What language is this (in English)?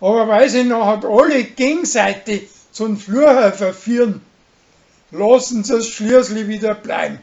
Bavarian